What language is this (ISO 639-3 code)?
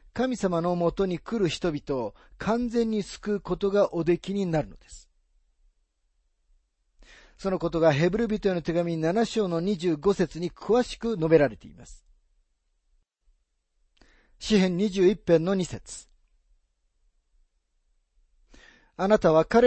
jpn